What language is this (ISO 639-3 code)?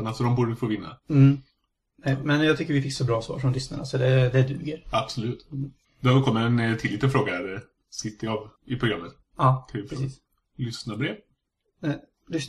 swe